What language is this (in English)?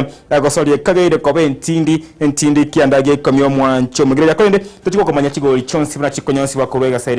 Gusii